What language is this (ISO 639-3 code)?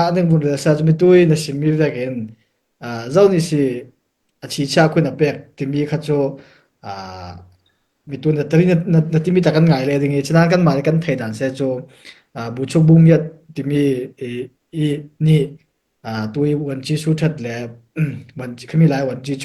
cfm